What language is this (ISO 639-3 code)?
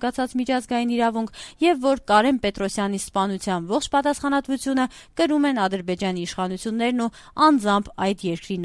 hye